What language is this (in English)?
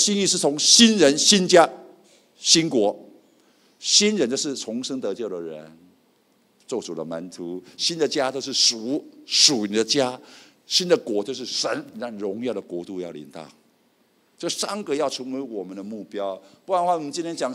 Chinese